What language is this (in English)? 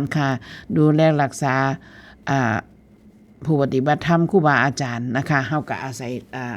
Northeastern Thai